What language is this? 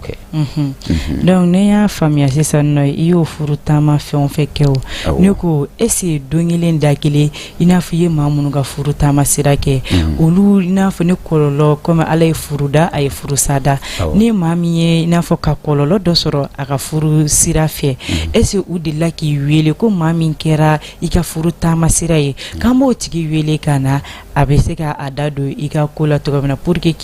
Bambara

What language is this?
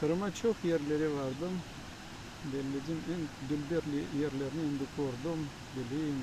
Crimean Tatar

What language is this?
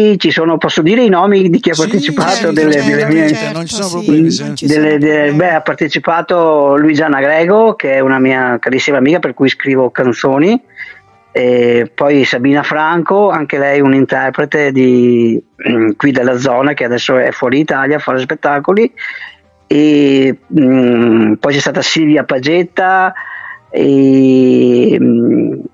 Italian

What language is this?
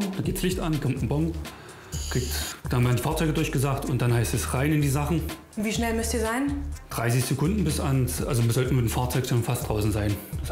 German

